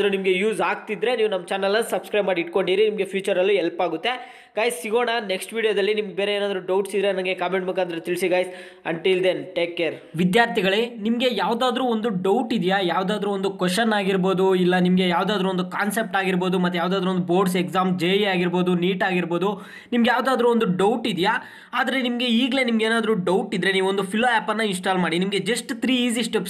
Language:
Kannada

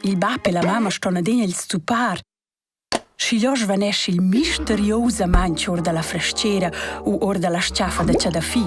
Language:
Romansh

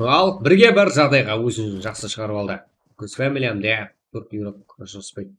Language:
Kara-Kalpak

